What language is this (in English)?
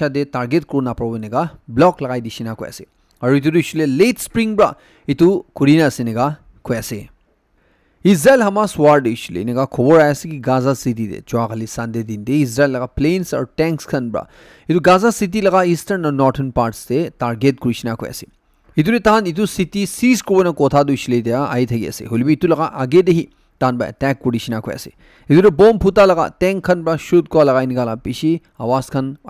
Naga Pidgin